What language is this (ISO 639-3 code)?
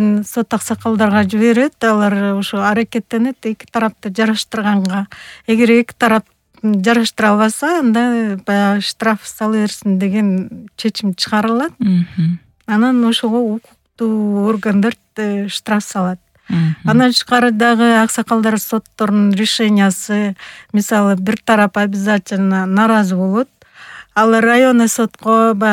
kir